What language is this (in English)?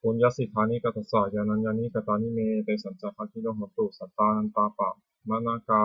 Pali